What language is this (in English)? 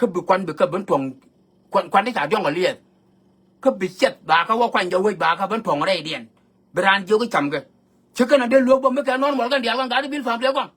Nuer